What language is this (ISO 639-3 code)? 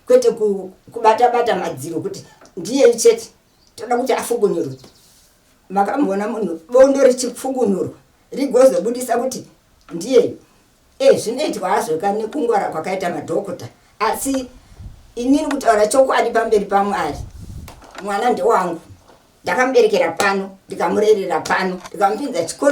sna